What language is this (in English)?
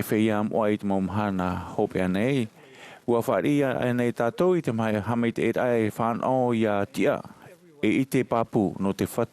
Tahitian